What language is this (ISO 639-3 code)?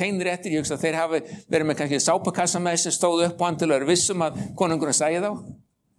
isl